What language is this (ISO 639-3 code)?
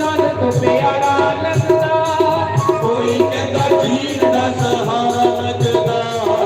doi